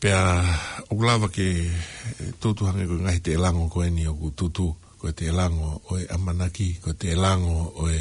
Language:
Tongan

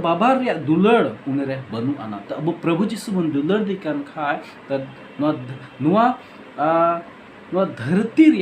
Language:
Santali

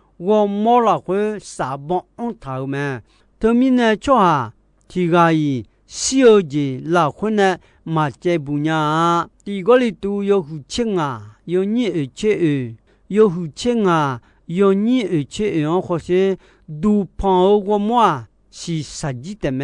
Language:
Akha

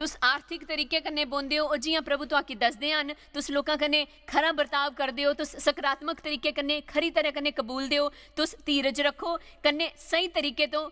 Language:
Dogri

